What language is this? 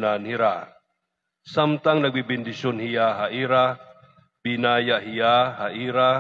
Waray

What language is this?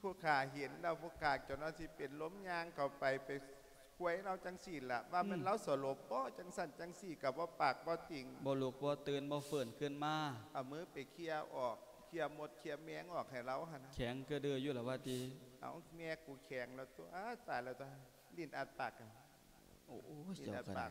Lao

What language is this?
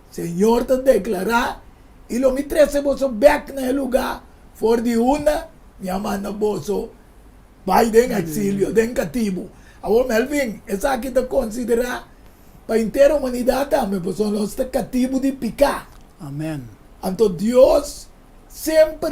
Papiamento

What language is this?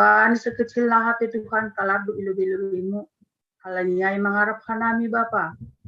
Batak Simalungun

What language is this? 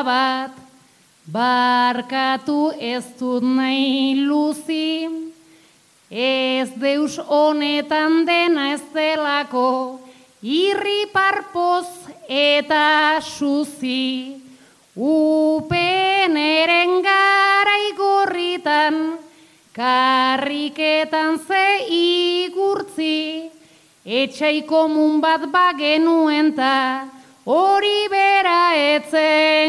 Basque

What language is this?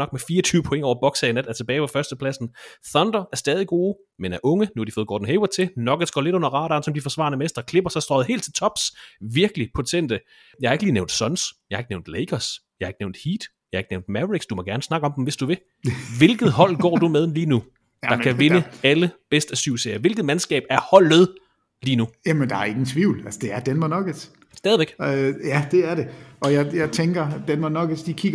Danish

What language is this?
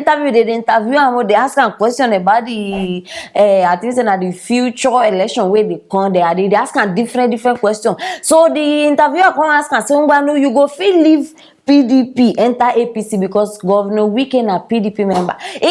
Nigerian Pidgin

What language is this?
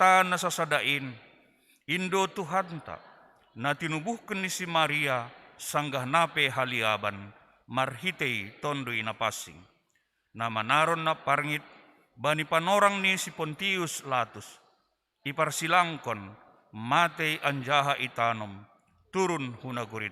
Batak Simalungun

